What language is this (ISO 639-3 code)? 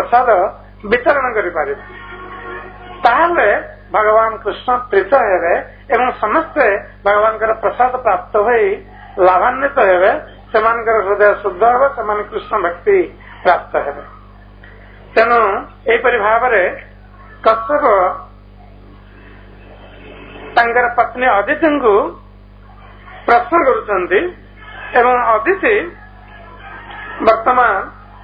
ori